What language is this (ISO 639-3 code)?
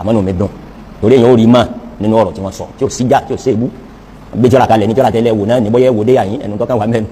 yor